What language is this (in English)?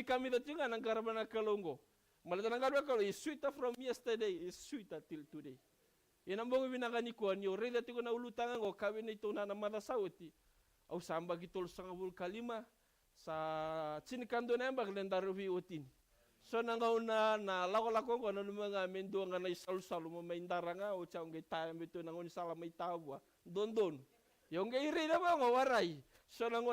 Fijian